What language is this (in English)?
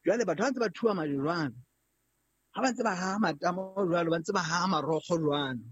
Southern Sotho